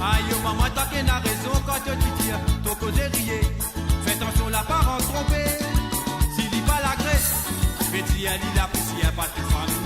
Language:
Morisyen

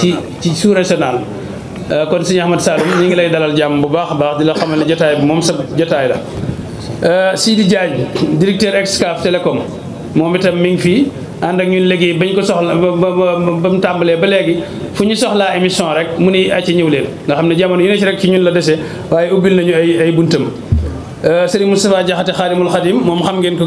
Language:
Wolof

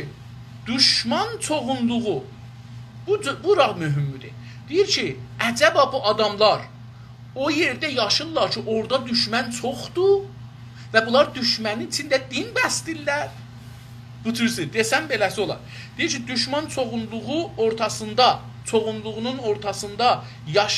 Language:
South Azerbaijani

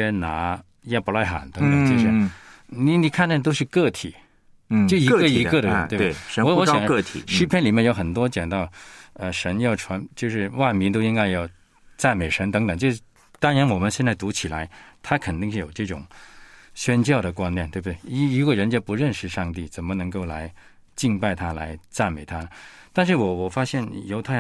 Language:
Chinese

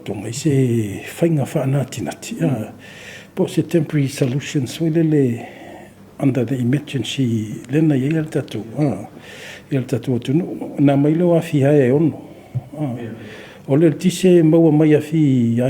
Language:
Samoan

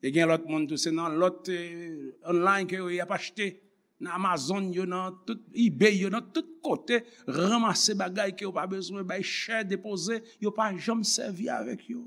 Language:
Haitian Creole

